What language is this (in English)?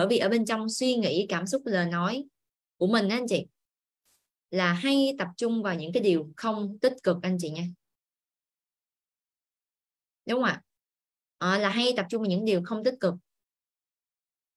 Vietnamese